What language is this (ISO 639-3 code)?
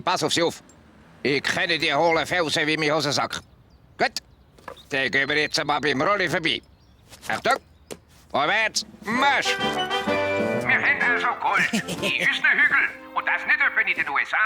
gsw